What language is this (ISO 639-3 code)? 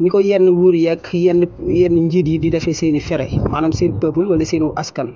wol